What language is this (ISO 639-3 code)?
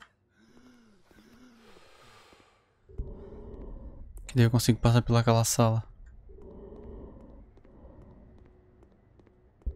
por